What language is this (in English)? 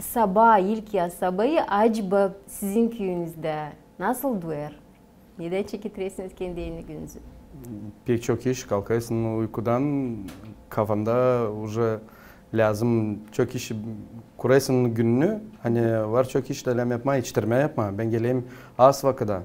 Gagauz